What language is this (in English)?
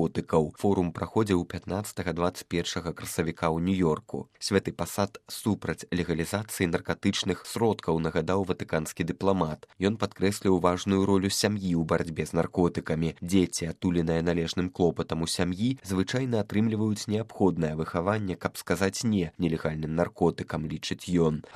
Belarusian